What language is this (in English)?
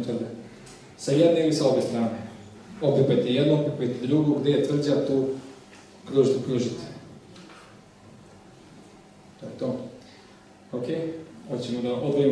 Serbian